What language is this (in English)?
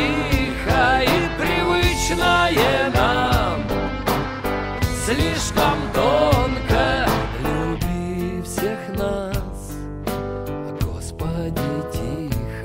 Russian